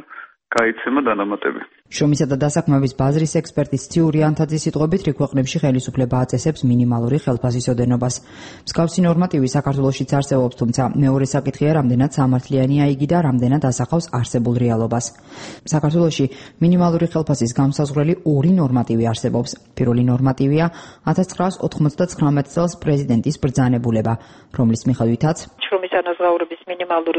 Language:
Georgian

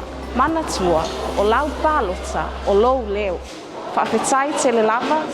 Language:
Samoan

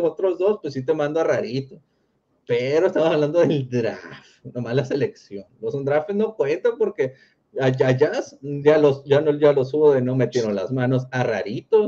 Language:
Spanish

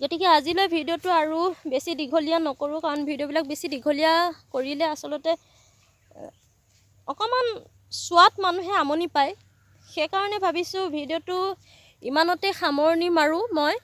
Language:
Assamese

